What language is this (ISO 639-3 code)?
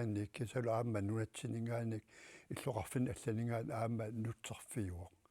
kal